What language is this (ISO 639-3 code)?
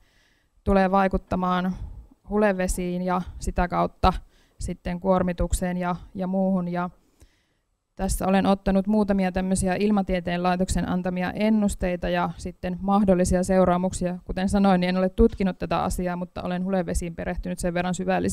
fin